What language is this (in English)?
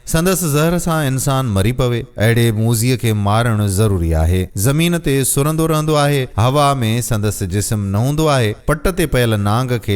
Sindhi